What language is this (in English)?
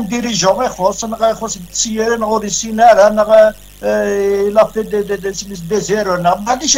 Kabyle